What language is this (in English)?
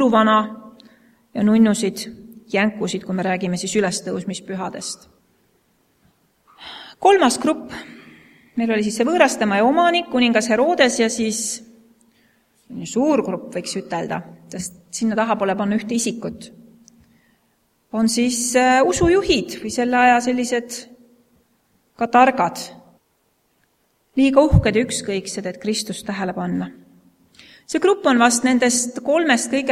Estonian